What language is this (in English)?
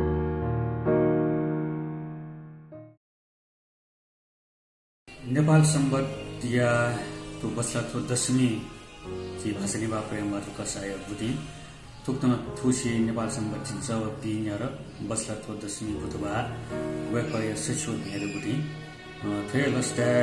Newari